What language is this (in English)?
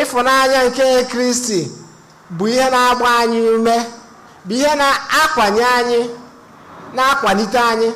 Igbo